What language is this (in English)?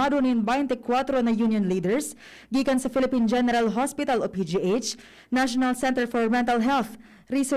Bikol